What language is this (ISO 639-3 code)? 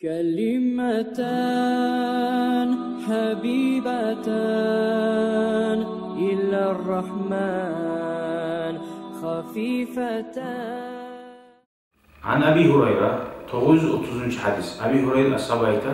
kum